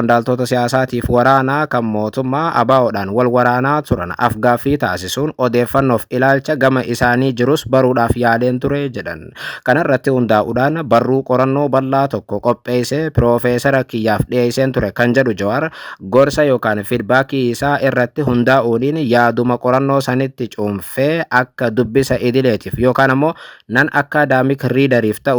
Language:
Oromo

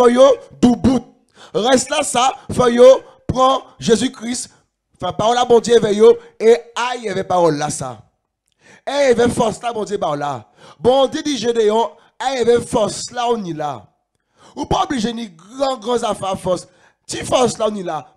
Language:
Guadeloupean Creole French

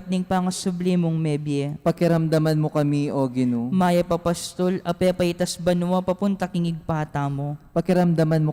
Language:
Pampanga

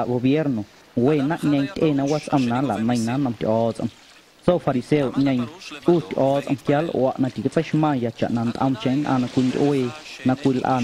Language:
Guerrero Amuzgo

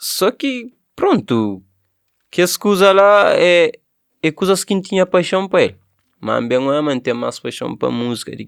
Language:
Kabuverdianu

